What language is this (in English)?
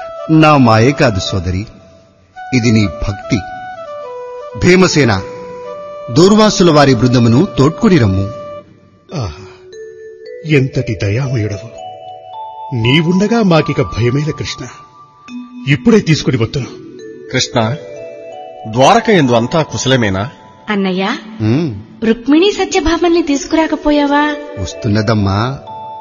Telugu